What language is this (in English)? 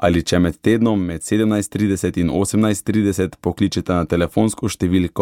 Slovenian